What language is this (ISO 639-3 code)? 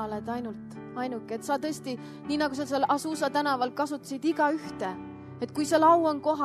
est